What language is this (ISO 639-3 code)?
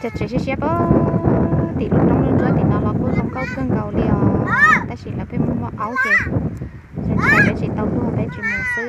hmn